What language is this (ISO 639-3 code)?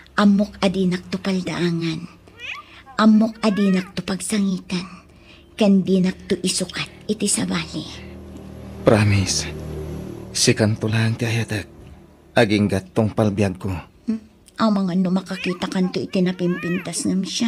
ilo